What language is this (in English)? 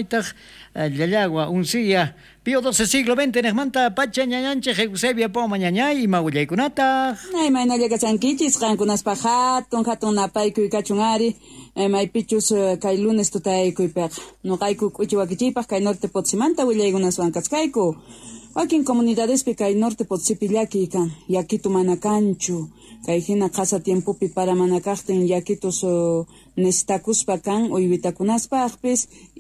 South Bolivian Quechua